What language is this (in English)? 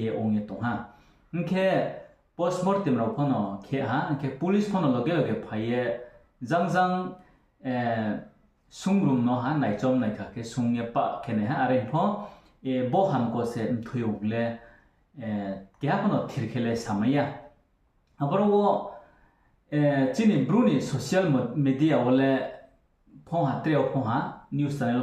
Riang (India)